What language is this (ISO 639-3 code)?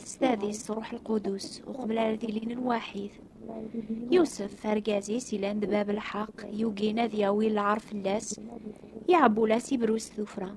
kab